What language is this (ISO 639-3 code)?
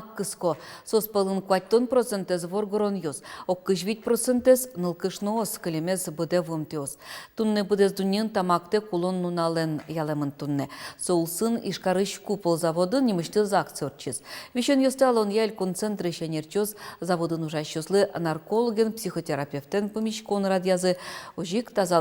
udm